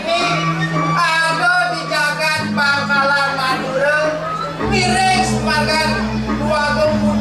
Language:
Balinese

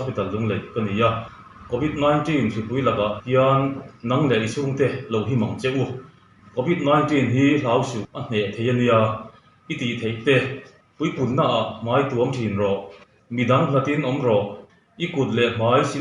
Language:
Mizo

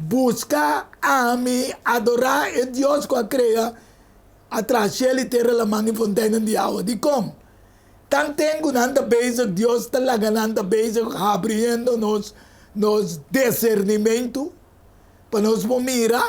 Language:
Papiamento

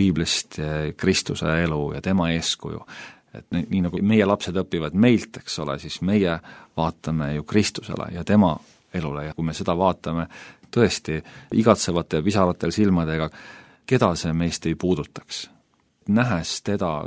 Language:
Estonian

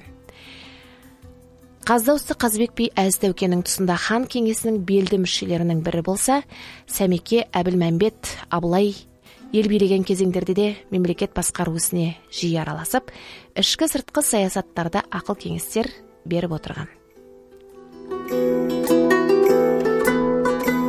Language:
Kazakh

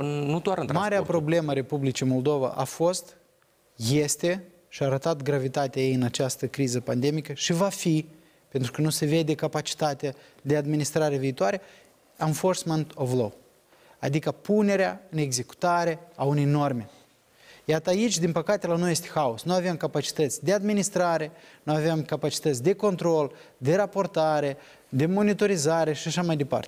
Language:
Romanian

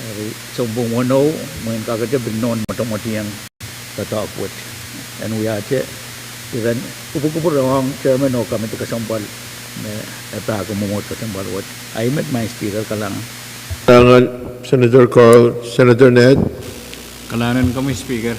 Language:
Pohnpeian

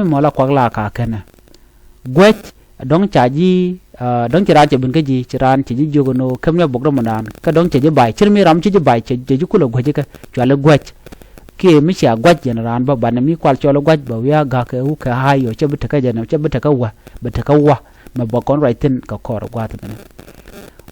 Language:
Nuer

